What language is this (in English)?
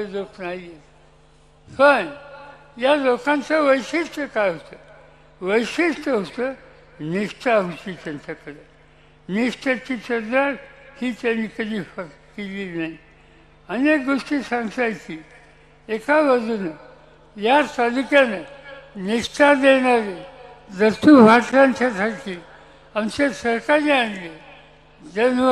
Marathi